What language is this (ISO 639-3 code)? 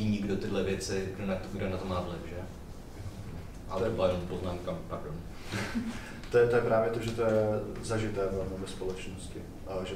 ces